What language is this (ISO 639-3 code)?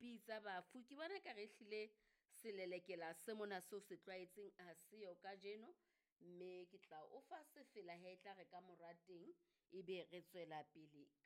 sot